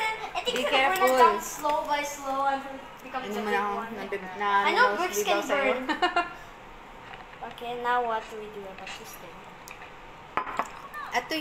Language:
Filipino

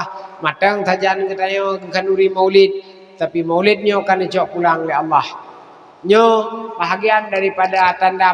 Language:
Achinese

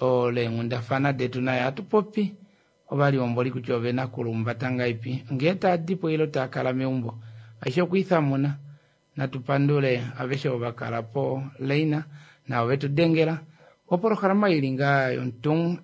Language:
Kuanyama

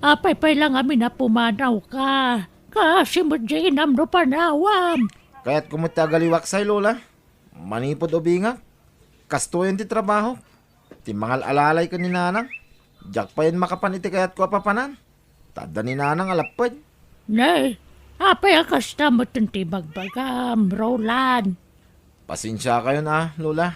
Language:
Iloko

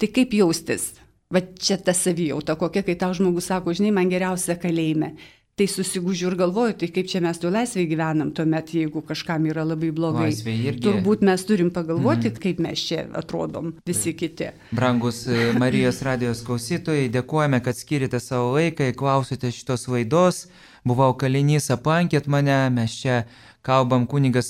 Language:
Lithuanian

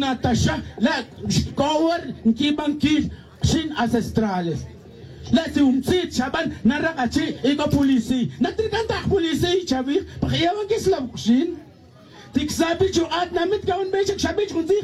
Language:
Tz'utujil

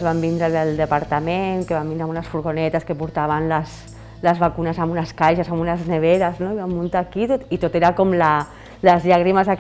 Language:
Catalan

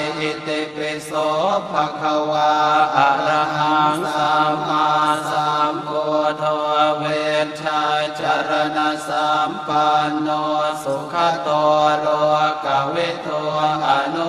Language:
Pali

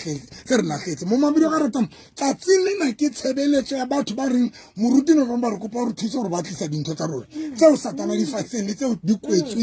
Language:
Southern Sotho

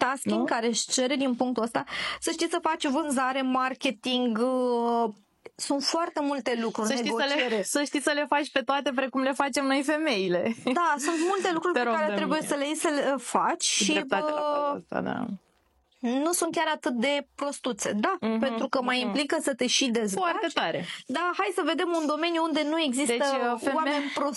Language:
Romanian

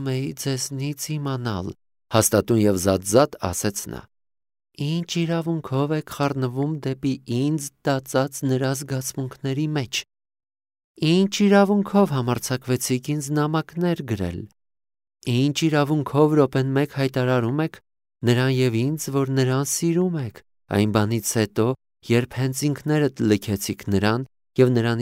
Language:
Armenian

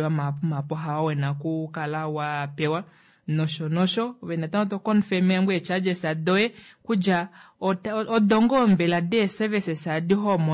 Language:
Kuanyama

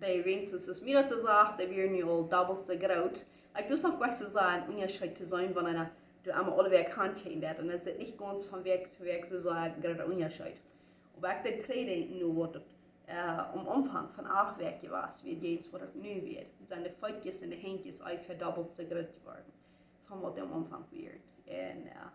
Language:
Plautdietsch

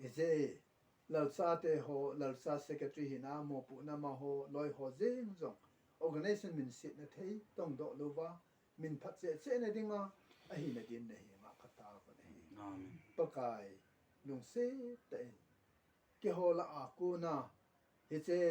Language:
Thado Chin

